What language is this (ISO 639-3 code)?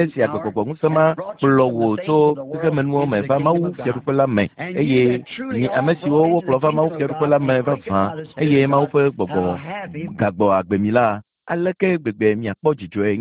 ewe